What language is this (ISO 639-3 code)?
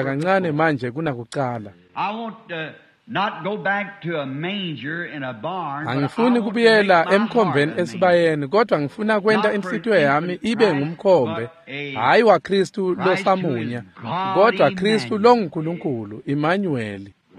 ssw